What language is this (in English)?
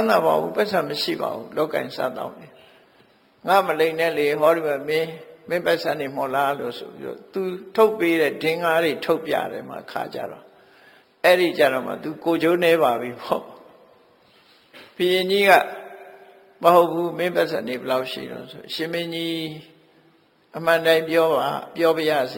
Burmese